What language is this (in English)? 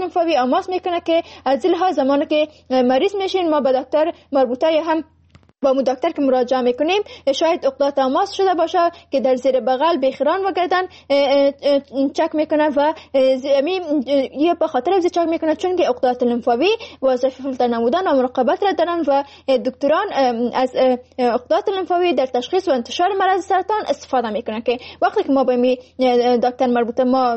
Persian